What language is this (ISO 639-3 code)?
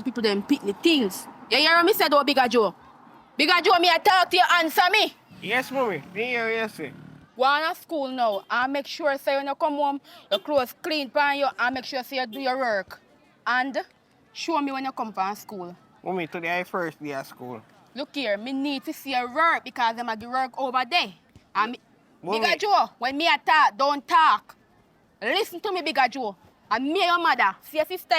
jam